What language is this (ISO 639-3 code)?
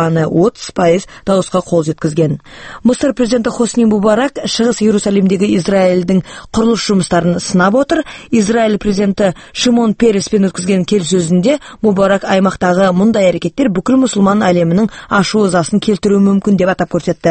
kaz